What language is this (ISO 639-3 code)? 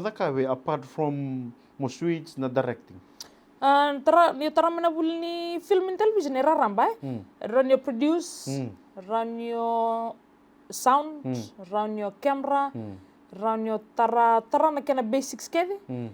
fij